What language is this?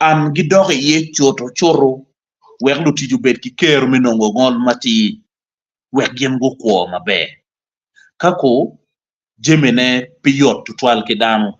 Acoli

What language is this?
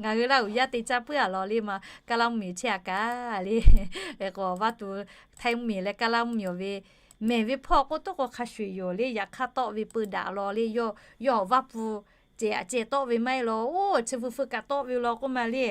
Lahu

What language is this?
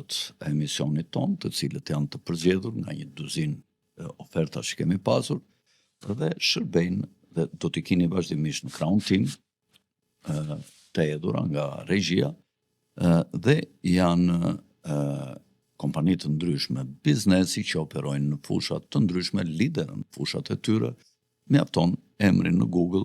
Albanian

